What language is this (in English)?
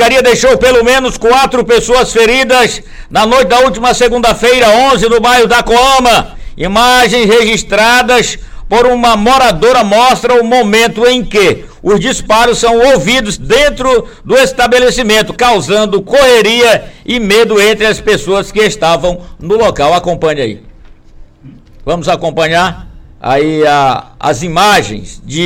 Portuguese